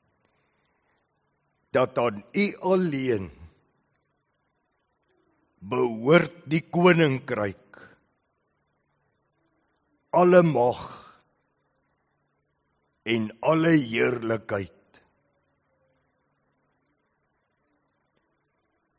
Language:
Afrikaans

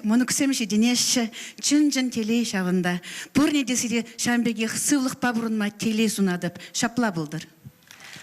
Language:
Chuvash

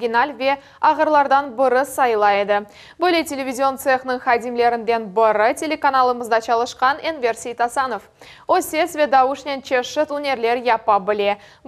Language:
Crimean Tatar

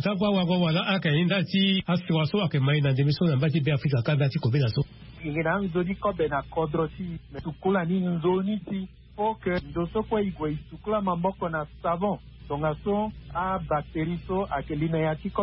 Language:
Sango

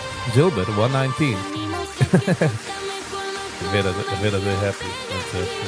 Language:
Yiddish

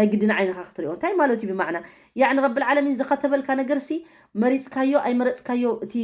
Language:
Tigrinya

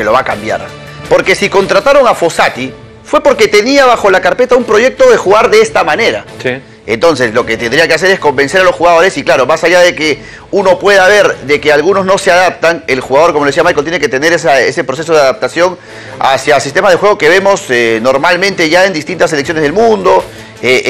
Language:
Spanish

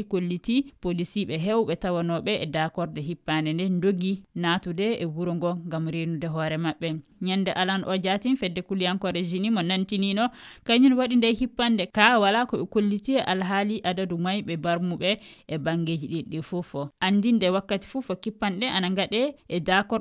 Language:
Fula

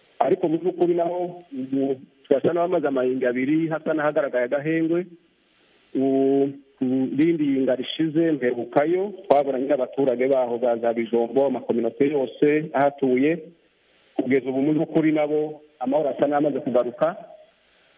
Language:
Kinyarwanda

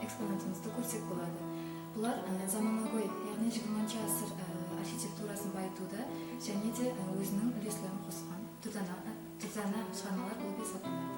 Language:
Kara-Kalpak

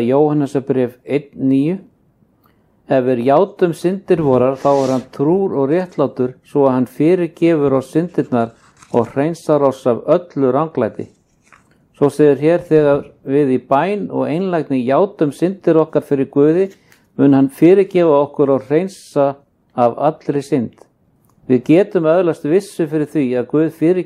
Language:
Icelandic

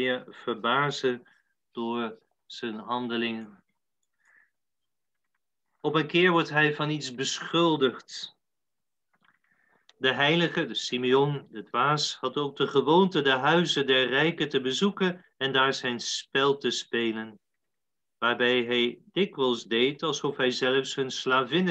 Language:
Dutch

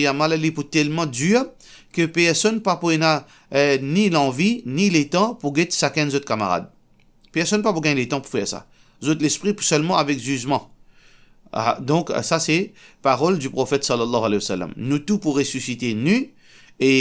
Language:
Morisyen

